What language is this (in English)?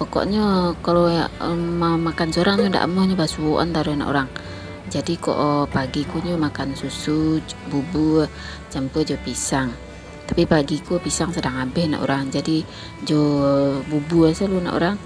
Minangkabau